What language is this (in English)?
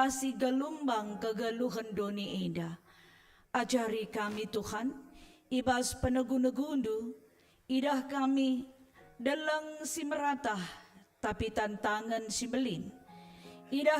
Batak Karo